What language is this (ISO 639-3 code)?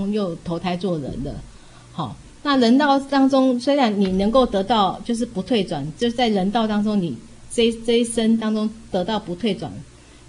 zho